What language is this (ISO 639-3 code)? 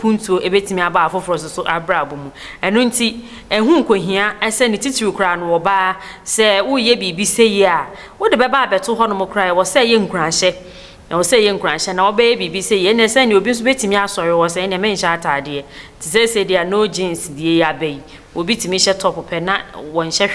aka